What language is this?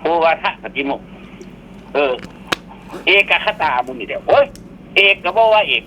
Northeastern Thai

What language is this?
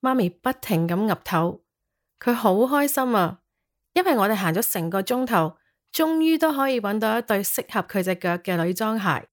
Cantonese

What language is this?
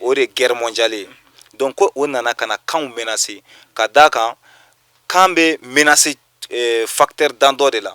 Bambara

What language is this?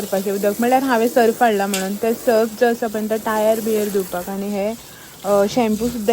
Konkani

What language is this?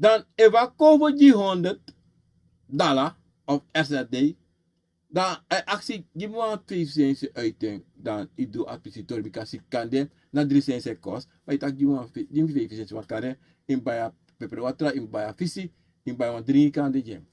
Sranan Tongo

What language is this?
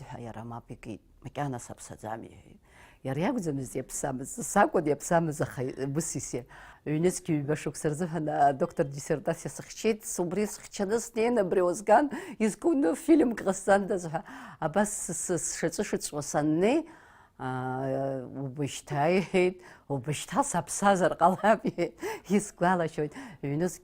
Abkhazian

